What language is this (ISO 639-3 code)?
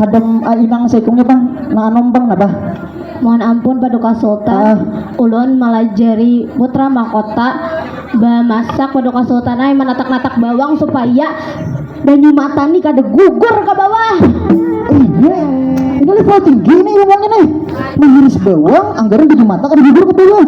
bjn